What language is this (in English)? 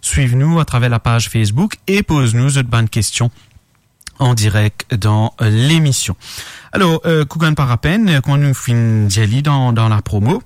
Morisyen